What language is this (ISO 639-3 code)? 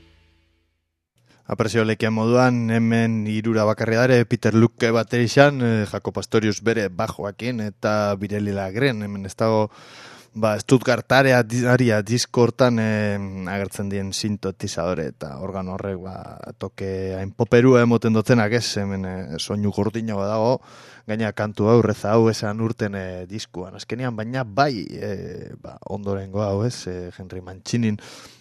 eus